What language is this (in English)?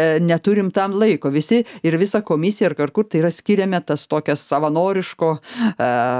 Lithuanian